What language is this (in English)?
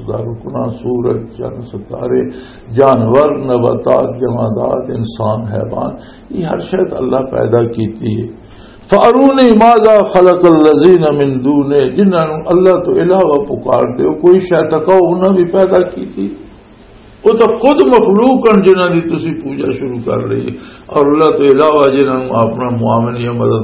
Western Panjabi